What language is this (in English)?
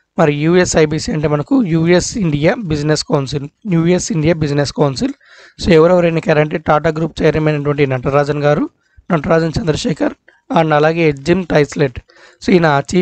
Telugu